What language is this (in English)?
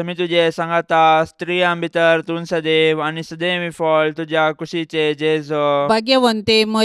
Konkani